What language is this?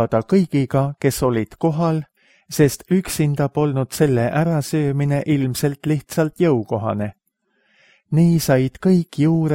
Estonian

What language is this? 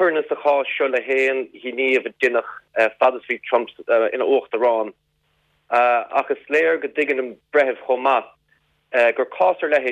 Irish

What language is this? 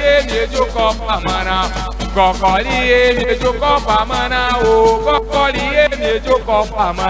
Ewe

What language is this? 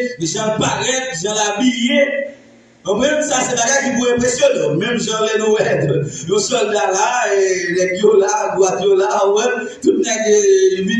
Haitian Creole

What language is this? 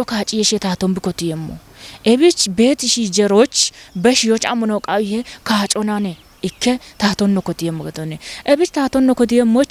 Kafa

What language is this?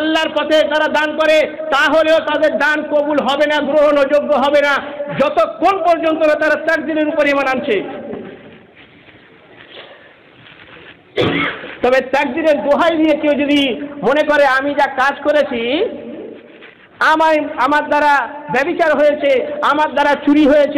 Bangla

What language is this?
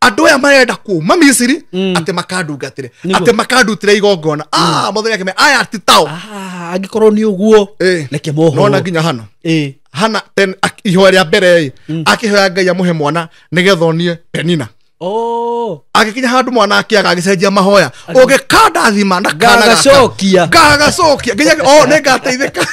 Kikuyu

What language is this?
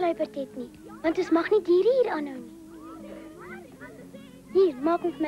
Afrikaans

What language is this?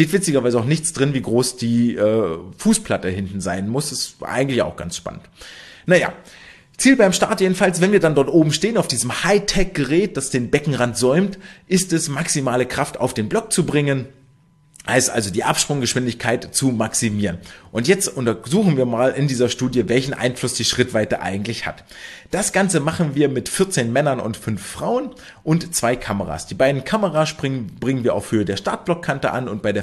German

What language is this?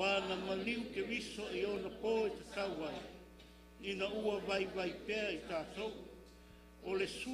Samoan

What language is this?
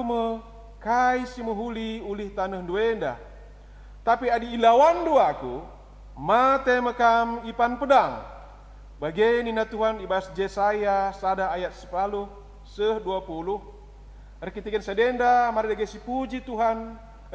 Batak Karo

